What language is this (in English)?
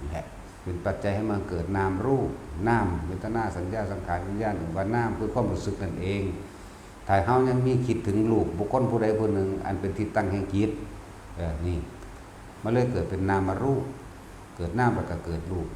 Northeastern Thai